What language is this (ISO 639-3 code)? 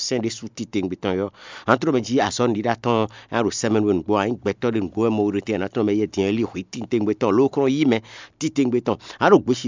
fon